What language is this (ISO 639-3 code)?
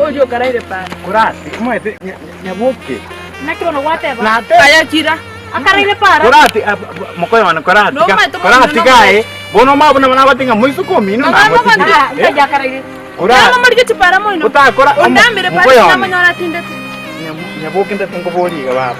guz